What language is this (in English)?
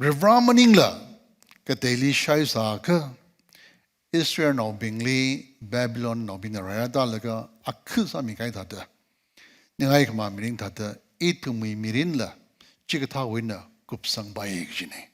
Tangkhul Naga (India)